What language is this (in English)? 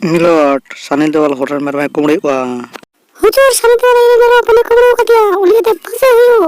Santali